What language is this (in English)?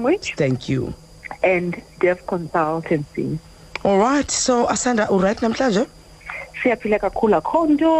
Xhosa